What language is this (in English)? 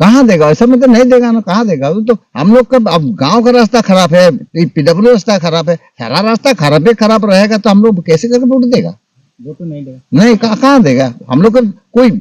Karbi